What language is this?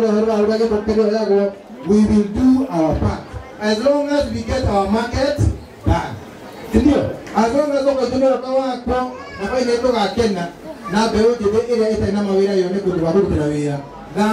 Kikuyu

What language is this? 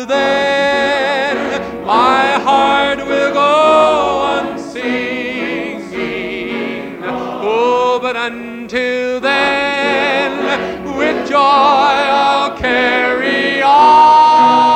English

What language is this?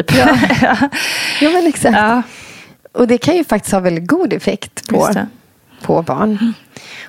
Swedish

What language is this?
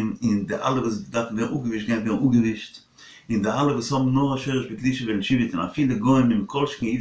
Yiddish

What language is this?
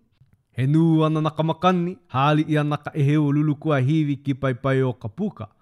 Hawaiian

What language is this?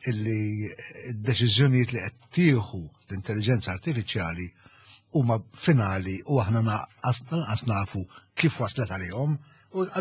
Maltese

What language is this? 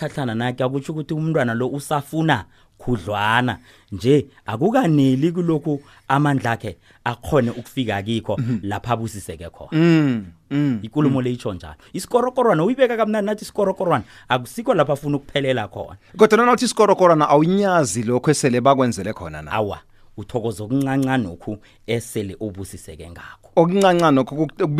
South Ndebele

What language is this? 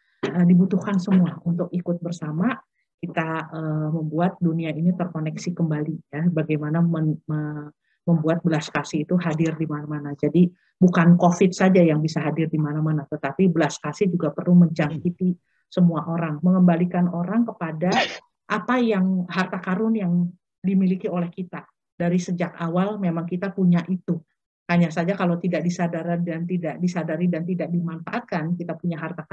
Indonesian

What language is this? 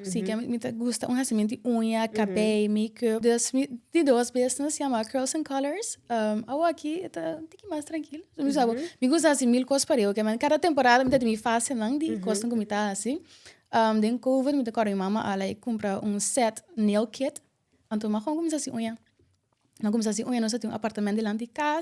Papiamento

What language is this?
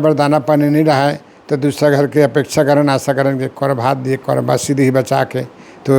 Chhattisgarhi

